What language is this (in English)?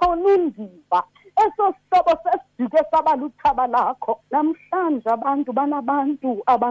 Xhosa